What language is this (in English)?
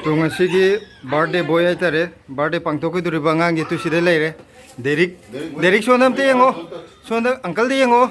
Manipuri